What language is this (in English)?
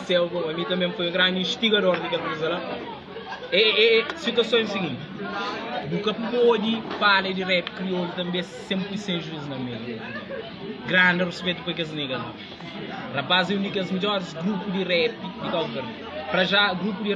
Kabuverdianu